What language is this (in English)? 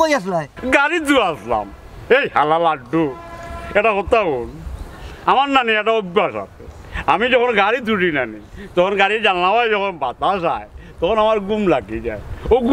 Sylheti